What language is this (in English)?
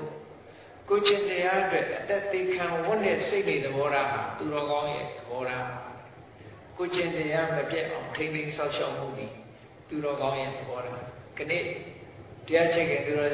Burmese